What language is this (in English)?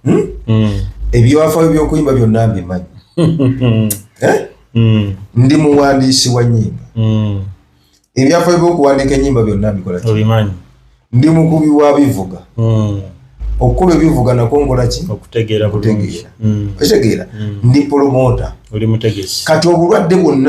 Ganda